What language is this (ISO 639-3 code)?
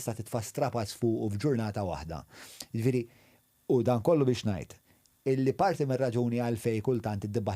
mlt